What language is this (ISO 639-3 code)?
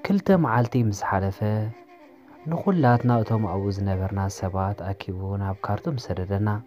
tir